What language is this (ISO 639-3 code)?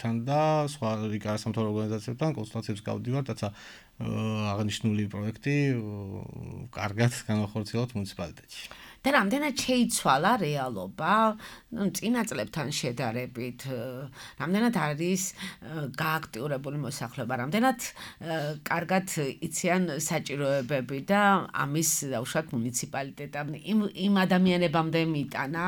kat